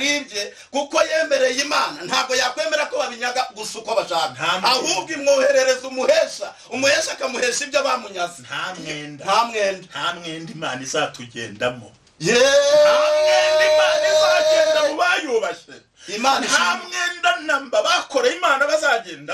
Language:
Kinyarwanda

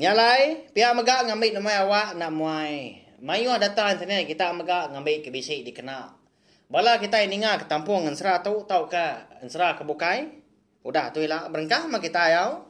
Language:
Iban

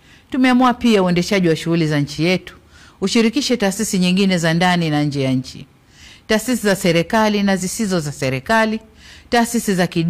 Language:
Swahili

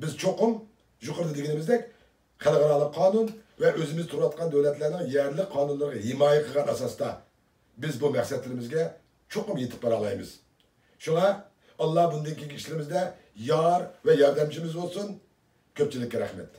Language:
Uyghur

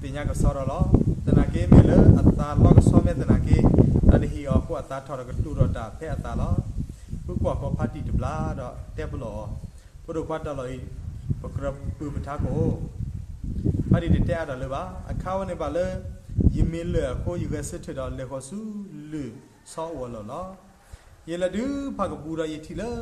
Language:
S'gaw Karen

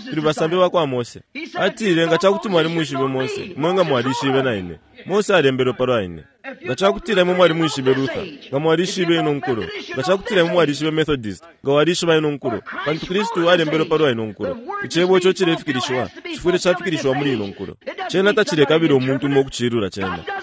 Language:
Bemba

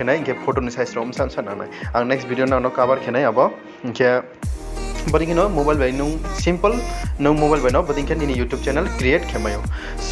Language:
Riang (India)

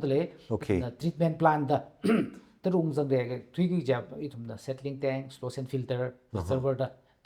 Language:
Tangkhul Naga (India)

